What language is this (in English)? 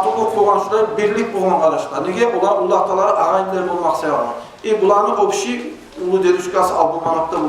Kumyk